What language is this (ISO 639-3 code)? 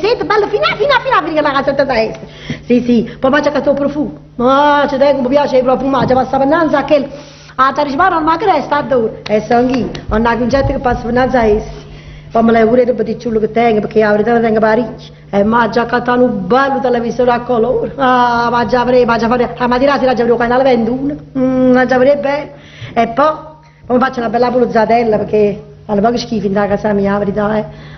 nap